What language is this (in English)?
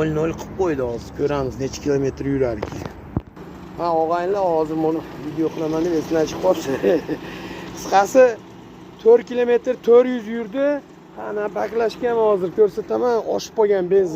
Uzbek